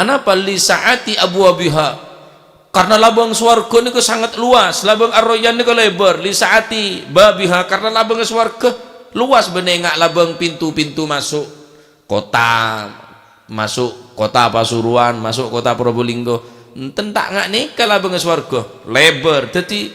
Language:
Madurese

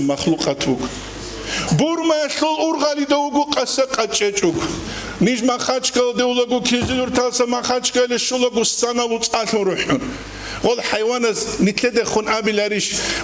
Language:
Avaric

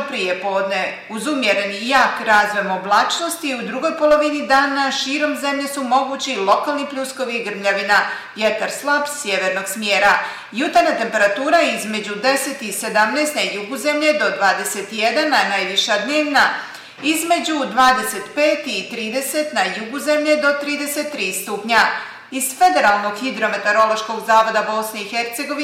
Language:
Bosnian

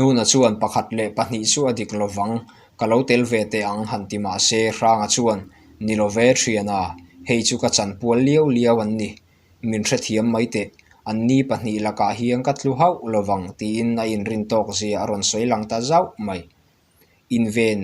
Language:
Mizo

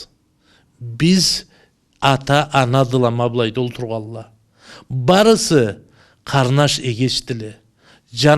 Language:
Karachay-Balkar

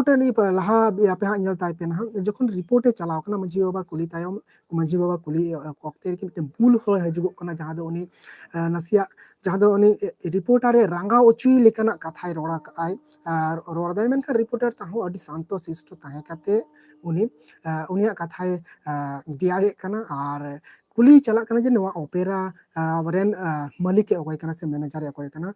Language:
Santali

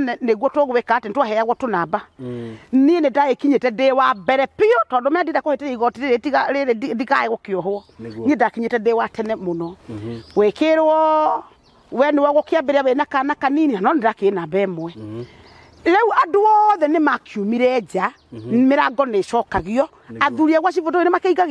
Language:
Kikuyu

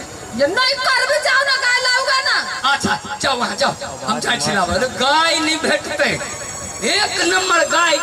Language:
Maithili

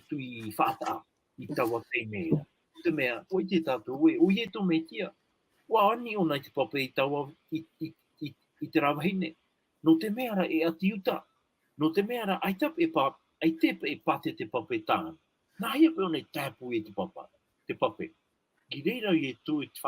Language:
Tahitian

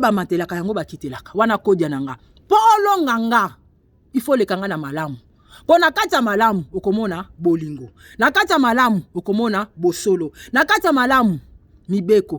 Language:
Lingala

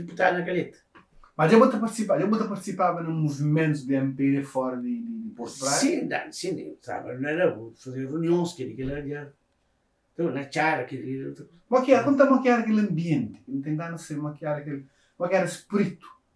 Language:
Kabuverdianu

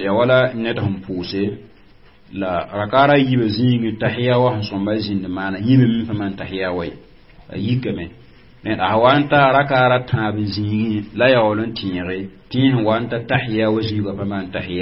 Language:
Mossi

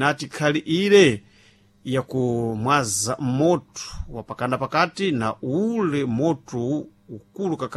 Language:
Sena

